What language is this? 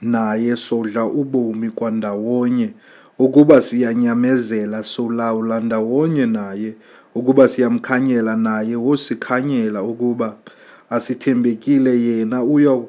Xhosa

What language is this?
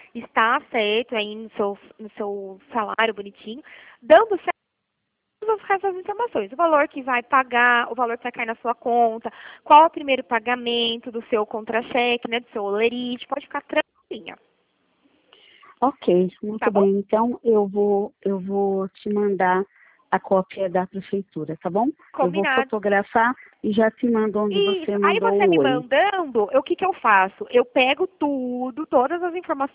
Portuguese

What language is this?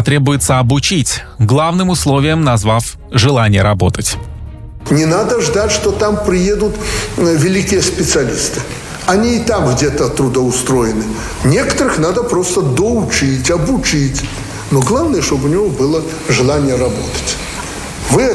Russian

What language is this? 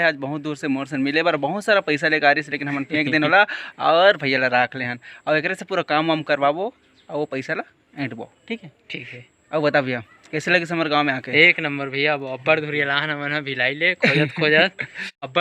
Chhattisgarhi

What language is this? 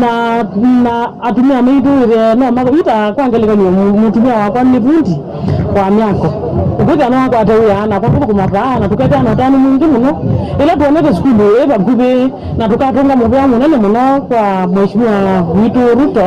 Kamba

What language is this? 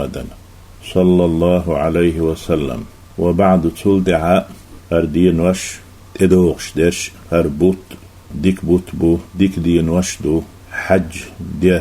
Chechen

